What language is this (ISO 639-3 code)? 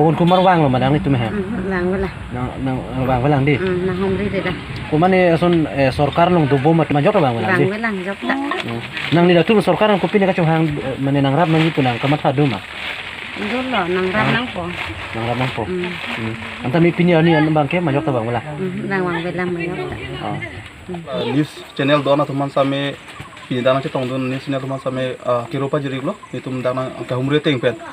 mjw